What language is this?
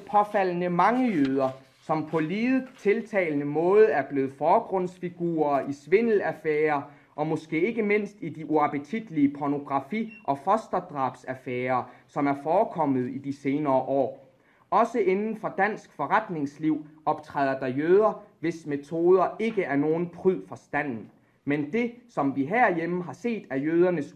Danish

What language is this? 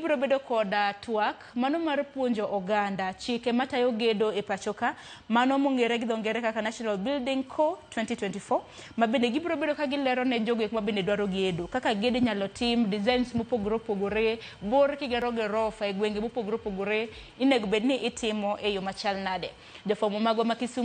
Luo (Kenya and Tanzania)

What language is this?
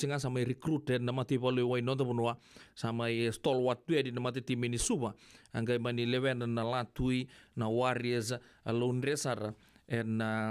Fijian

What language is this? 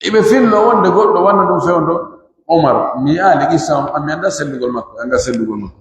Pular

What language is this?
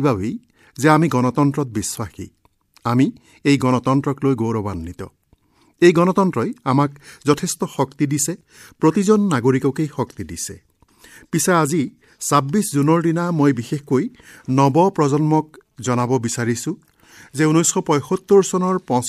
Assamese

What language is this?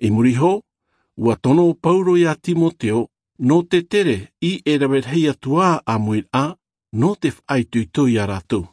Tahitian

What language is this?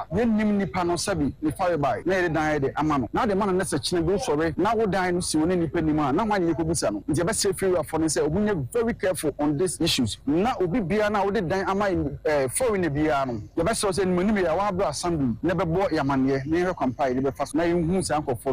Akan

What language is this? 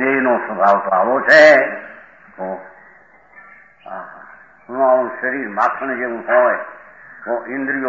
Gujarati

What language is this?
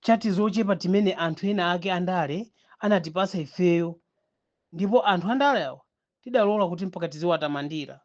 Nyanja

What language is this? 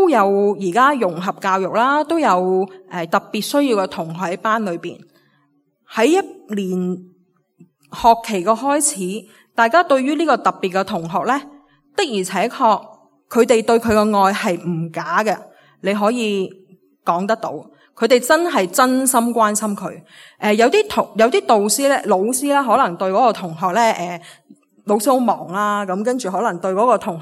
Cantonese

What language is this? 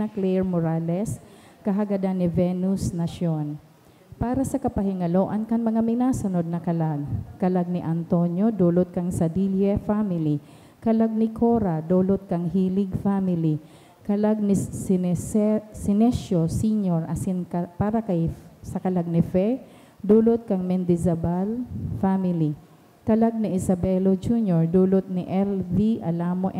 Bikol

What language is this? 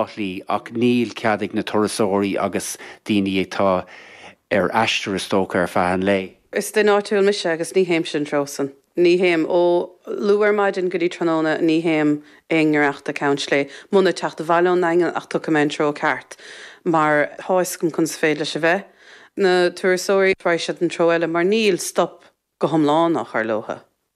Irish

